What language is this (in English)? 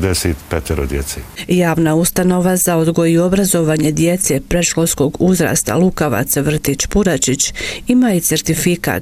Bosnian